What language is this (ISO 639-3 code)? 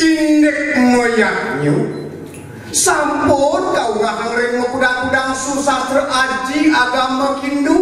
ban